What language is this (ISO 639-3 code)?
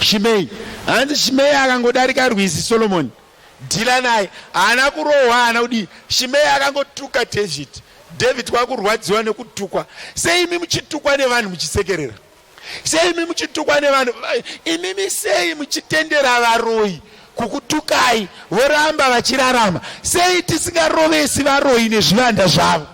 sna